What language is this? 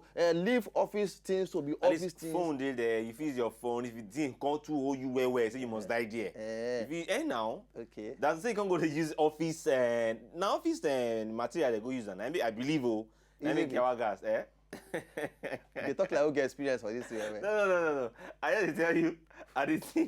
Nigerian Pidgin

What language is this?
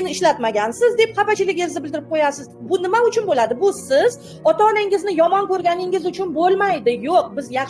Uzbek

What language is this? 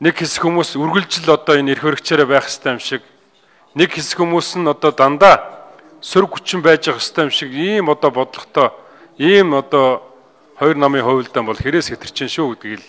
Mongolian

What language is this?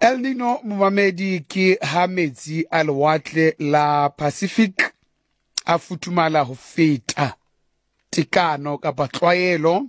Southern Sotho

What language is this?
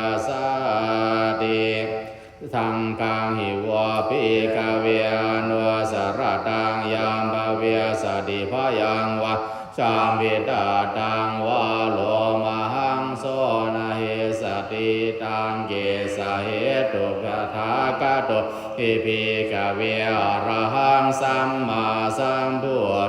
Pali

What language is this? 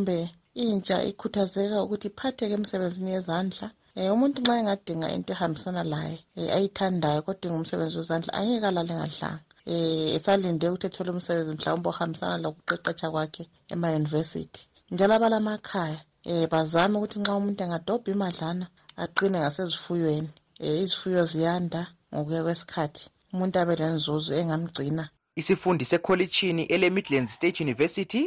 North Ndebele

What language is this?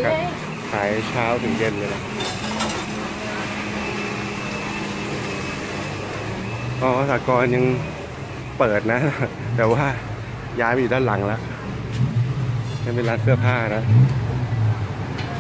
Thai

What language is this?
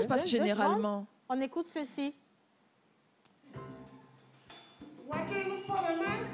French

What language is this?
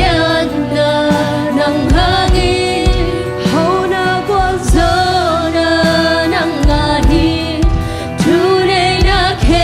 Tedim Chin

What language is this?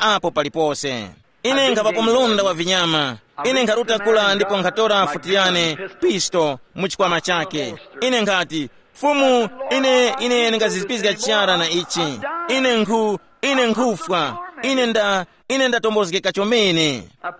Tumbuka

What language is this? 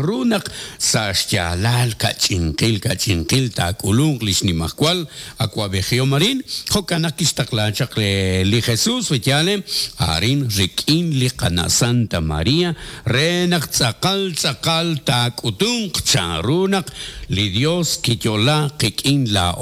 Kekchí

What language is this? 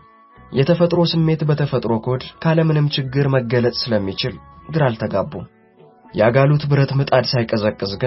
Amharic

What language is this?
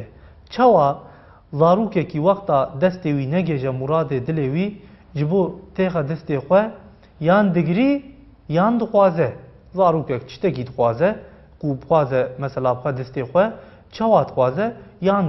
Kurdish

